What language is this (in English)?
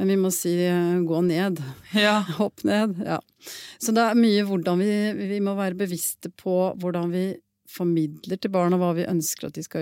Norwegian